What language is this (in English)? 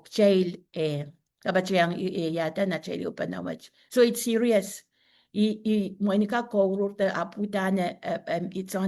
Pohnpeian